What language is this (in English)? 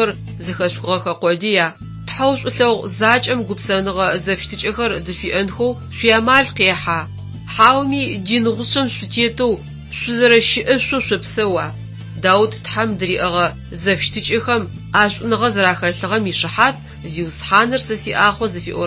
Adyghe